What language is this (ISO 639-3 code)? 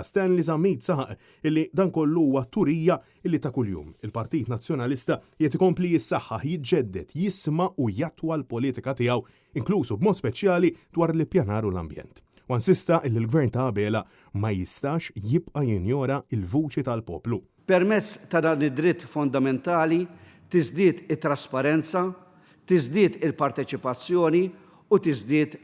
mlt